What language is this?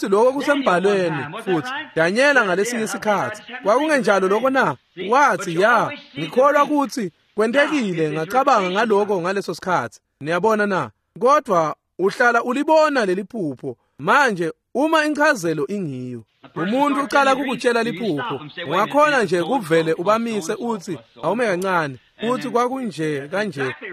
Swati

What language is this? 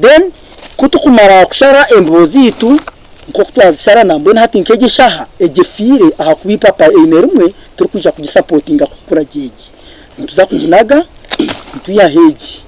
Nyankole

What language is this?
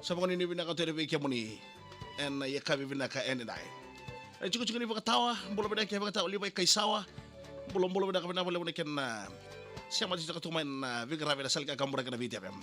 Fijian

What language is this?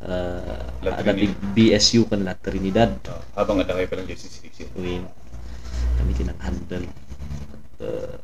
Iloko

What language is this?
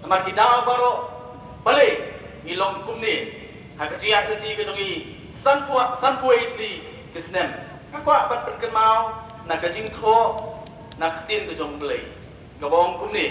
Khasi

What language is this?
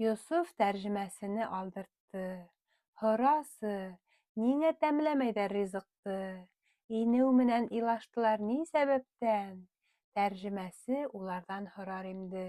Bashkir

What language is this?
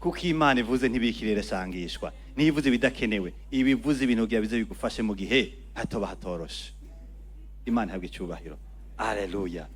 Rundi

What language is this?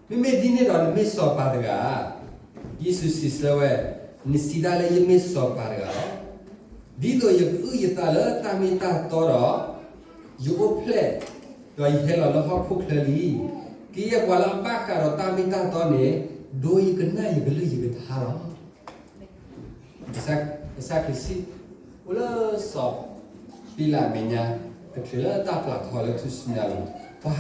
S'gaw Karen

